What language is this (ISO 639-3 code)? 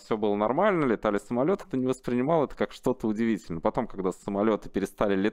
rus